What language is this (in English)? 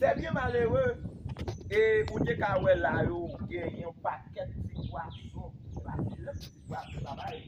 Haitian Creole